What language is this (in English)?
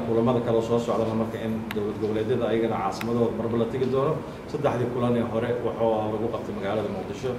Somali